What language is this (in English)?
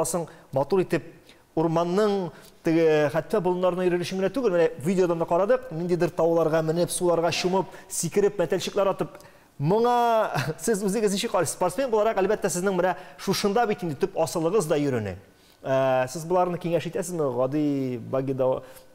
Tatar